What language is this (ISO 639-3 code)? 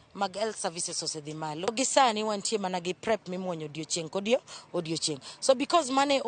luo